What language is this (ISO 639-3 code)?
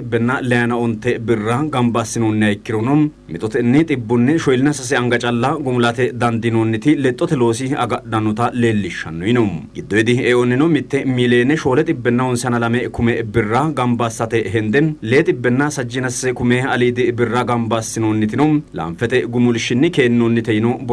sid